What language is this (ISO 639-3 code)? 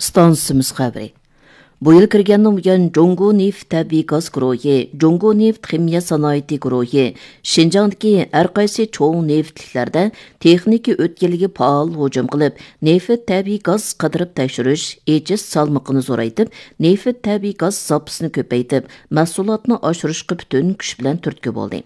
uig